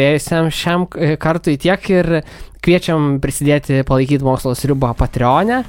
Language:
Lithuanian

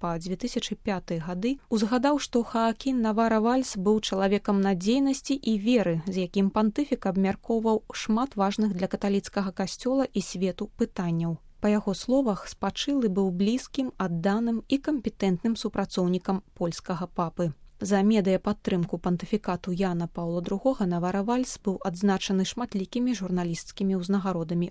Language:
Belarusian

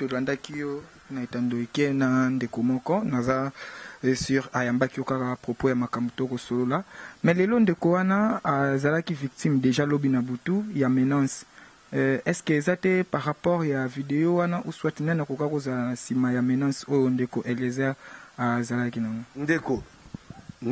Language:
Lingala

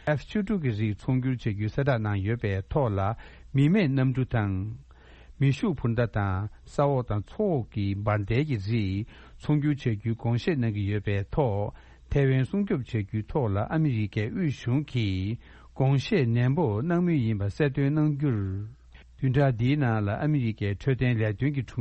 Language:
Tibetan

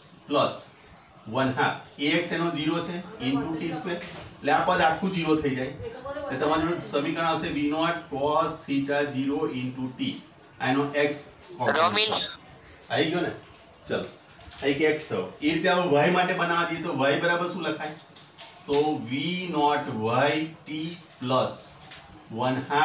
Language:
Gujarati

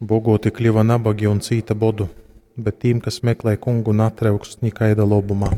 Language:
Latgalian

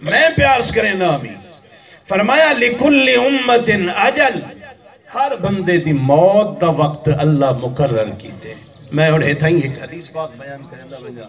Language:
Saraiki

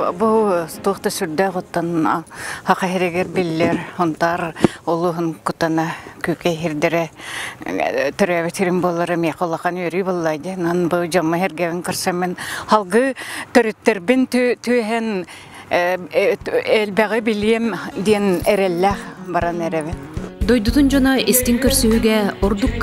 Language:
Yakut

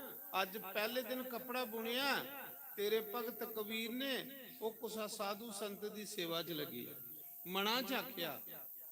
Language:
Dogri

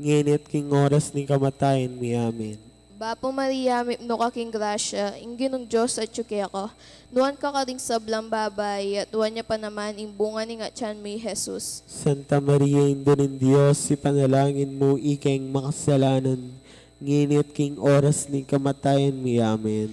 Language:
Pampanga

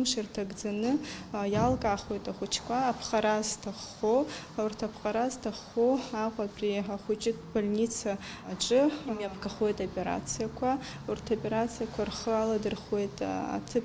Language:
Abkhazian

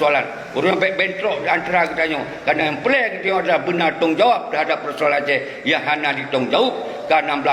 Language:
Achinese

